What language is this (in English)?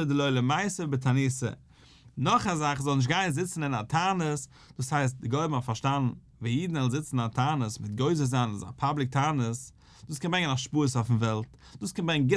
Yiddish